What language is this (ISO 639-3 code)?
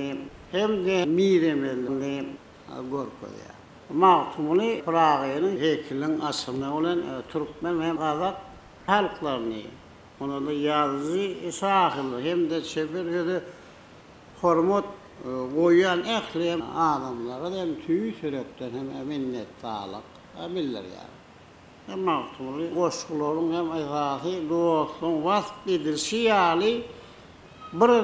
tuk